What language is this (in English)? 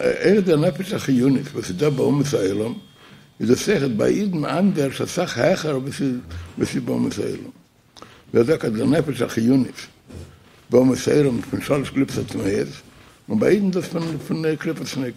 Yiddish